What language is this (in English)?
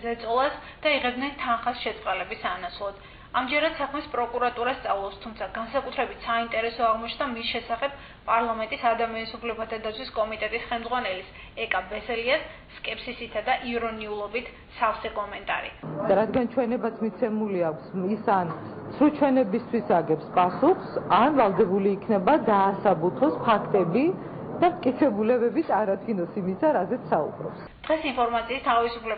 Georgian